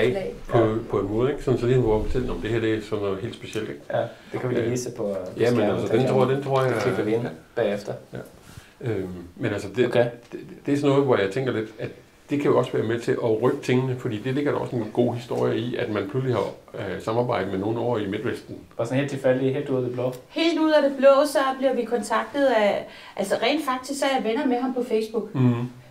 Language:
Danish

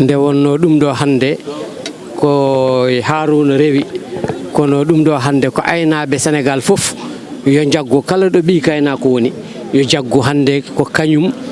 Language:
Fula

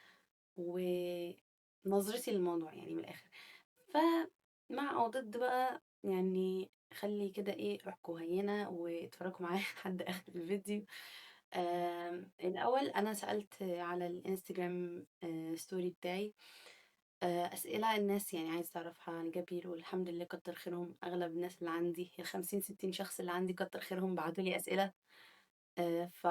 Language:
Egyptian Arabic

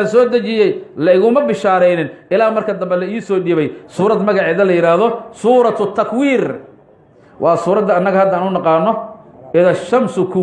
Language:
Somali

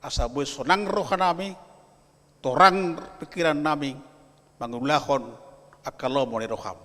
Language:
Batak Toba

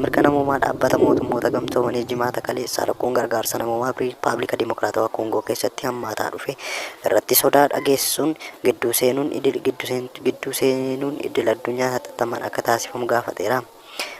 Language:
Oromo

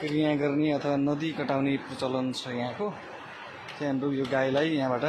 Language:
Nepali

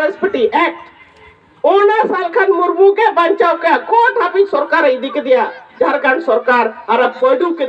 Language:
Santali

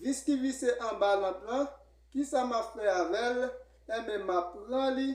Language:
Haitian Creole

